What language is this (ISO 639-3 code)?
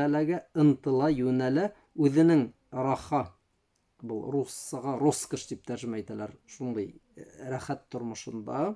bak